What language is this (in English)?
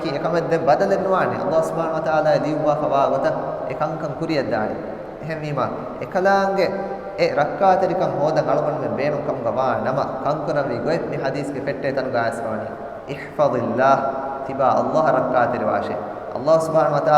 Divehi